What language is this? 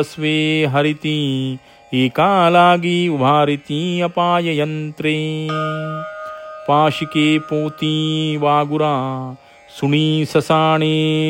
Marathi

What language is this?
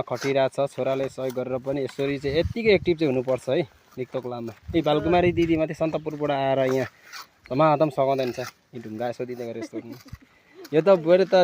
Nepali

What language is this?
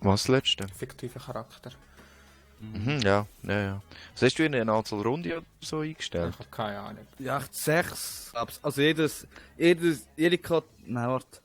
Swiss German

